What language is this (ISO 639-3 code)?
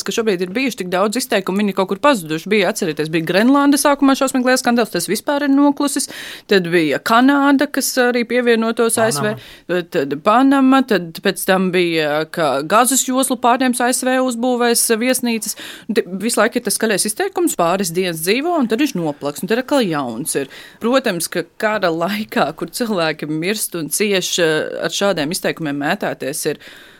lav